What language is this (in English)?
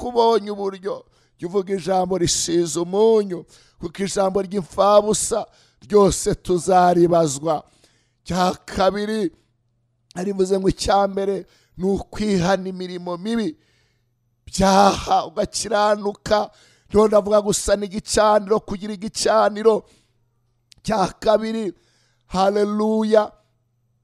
Kinyarwanda